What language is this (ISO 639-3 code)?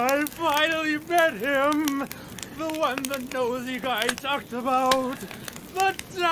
eng